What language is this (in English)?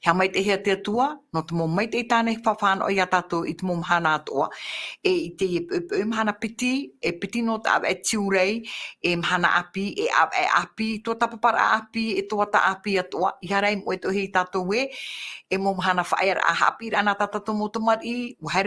Tahitian